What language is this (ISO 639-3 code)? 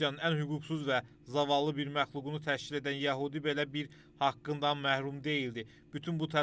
aze